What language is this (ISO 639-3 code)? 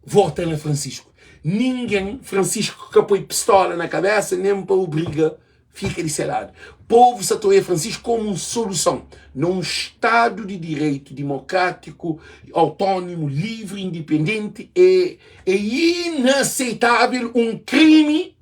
kea